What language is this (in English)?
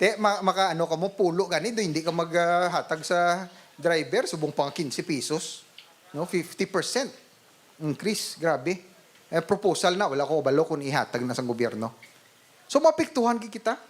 Hiligaynon